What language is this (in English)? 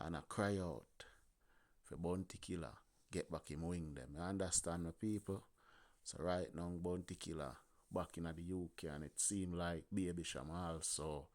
Jamaican Creole English